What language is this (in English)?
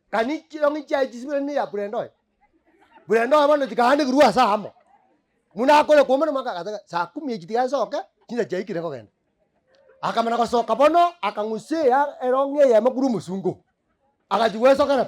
Gusii